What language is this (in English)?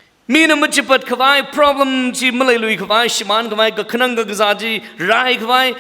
Tangkhul Naga (India)